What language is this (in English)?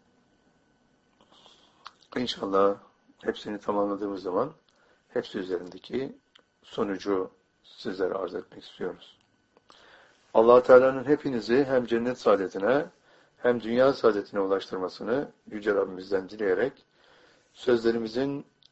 Turkish